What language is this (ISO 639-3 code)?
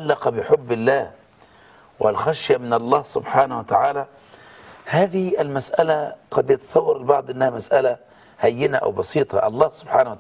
ara